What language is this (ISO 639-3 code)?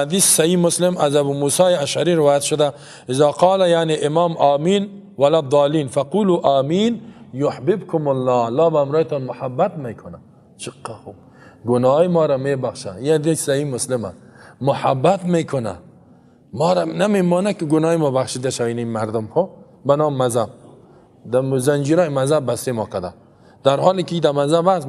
fas